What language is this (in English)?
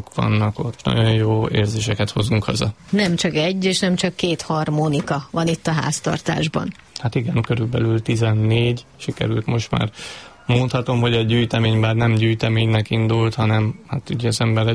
Hungarian